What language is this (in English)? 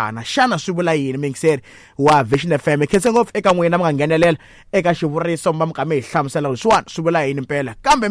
Tsonga